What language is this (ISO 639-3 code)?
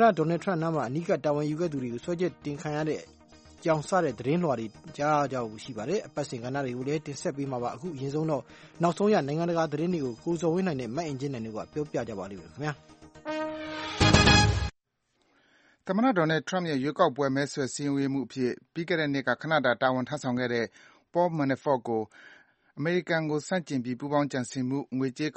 mya